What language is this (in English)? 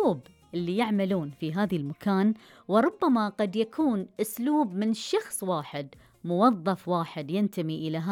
Gulf Arabic